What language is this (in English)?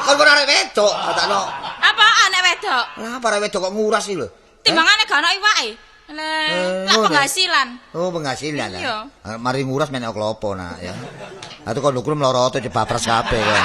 Javanese